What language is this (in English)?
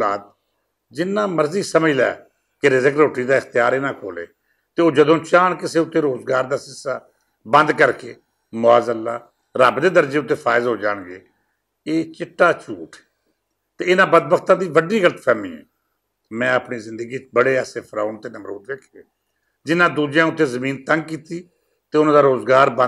Western Panjabi